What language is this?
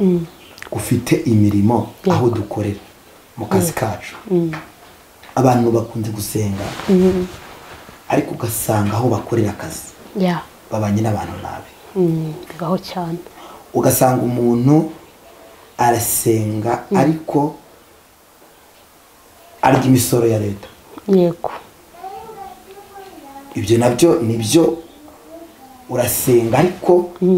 Kinyarwanda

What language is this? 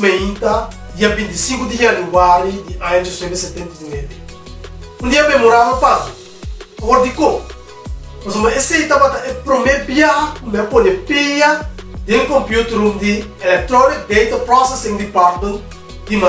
Papiamento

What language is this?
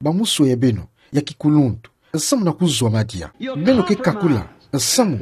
Kituba (Democratic Republic of Congo)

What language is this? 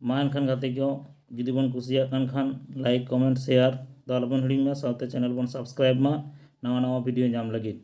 Santali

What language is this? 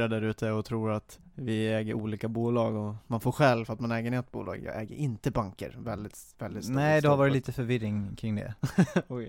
Swedish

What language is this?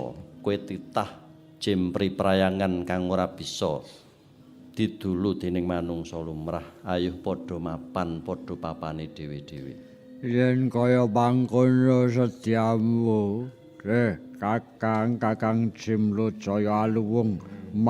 Javanese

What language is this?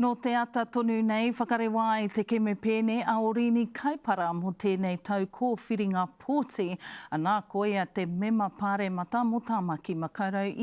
Māori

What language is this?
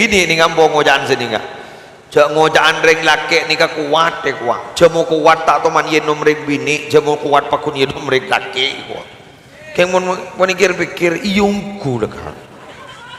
Madurese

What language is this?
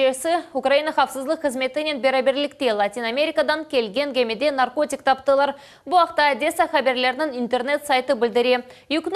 Crimean Tatar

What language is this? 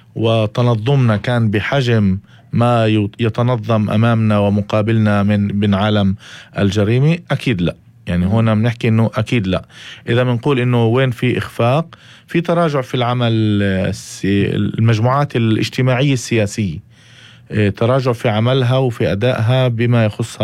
North Levantine Arabic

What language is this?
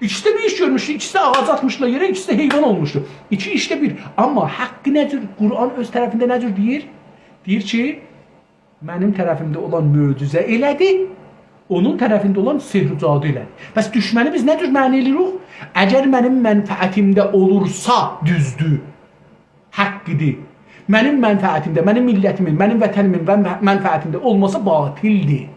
South Azerbaijani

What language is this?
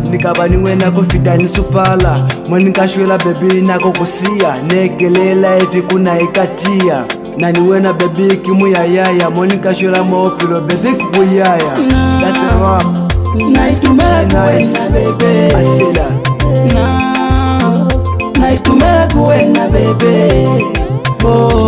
Swahili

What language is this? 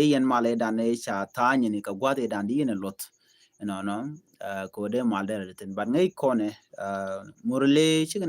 Nuer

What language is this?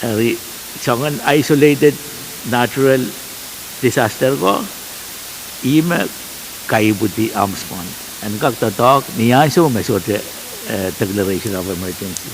Pohnpeian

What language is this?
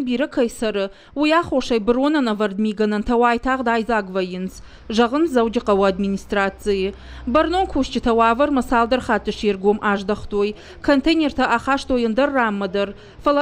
Ossetic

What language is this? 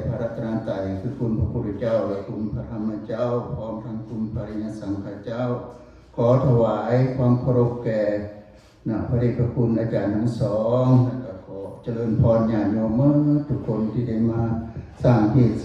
Lao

